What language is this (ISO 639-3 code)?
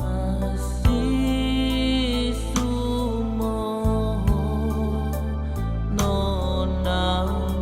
ton